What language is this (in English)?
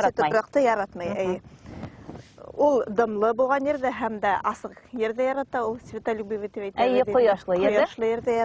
Bashkir